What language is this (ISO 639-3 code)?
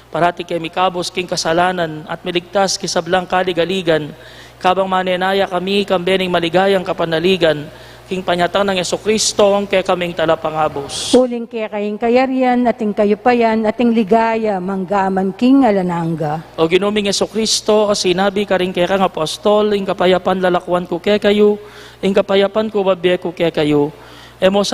pam